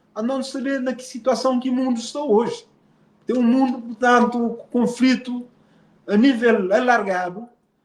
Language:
Kabuverdianu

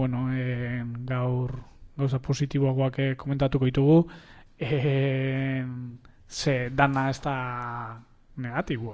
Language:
Basque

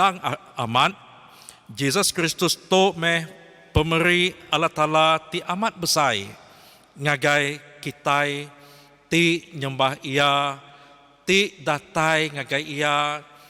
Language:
Iban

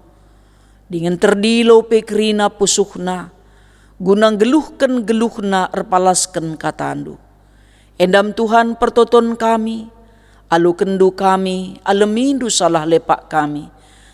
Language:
Batak Karo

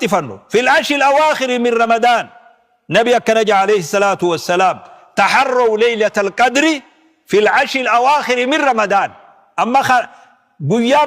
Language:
Oromo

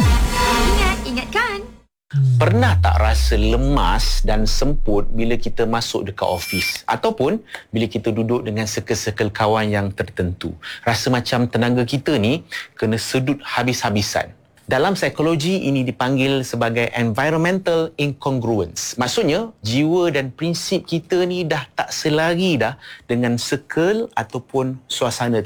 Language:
Malay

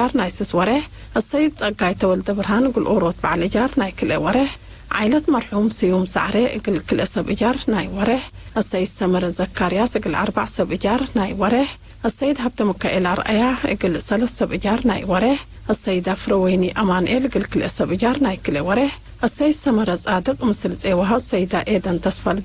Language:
Tigre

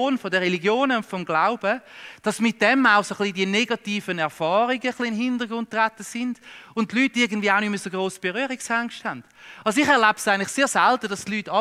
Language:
Swiss German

